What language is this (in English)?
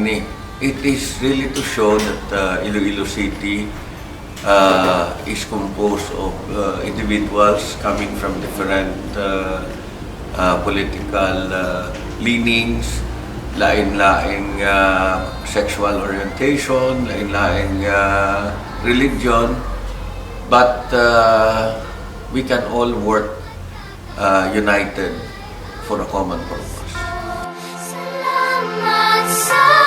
Hiligaynon